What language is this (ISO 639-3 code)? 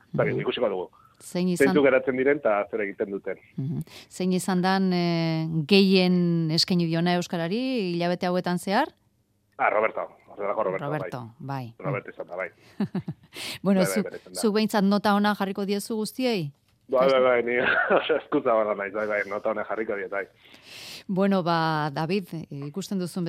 eus